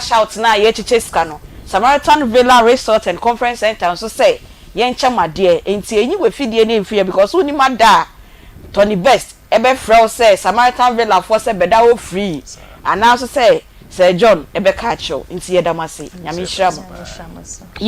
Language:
Akan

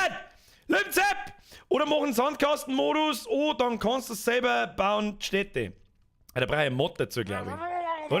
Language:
Bavarian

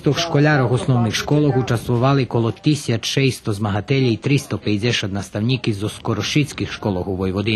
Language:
Rusyn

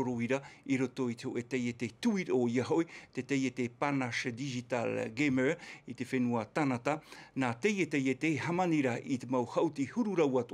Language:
Tahitian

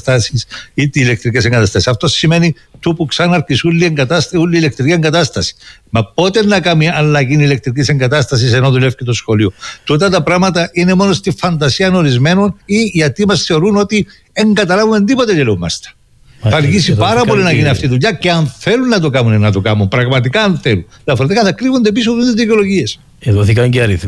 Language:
Greek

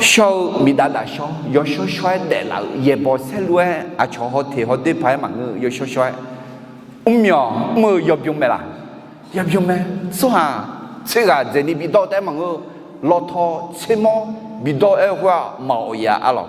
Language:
Akha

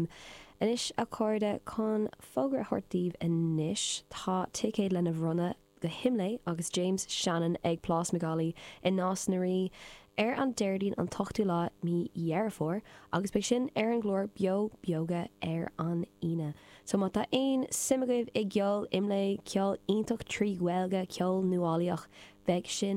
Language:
Irish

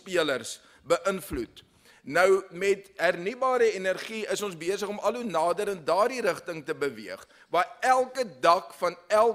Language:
Afrikaans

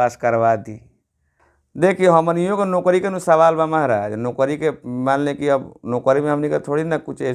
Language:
Bhojpuri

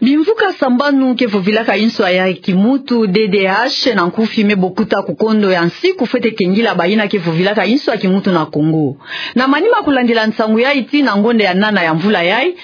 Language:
Kituba (Democratic Republic of Congo)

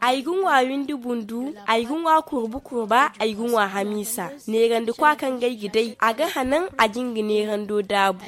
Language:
Zarma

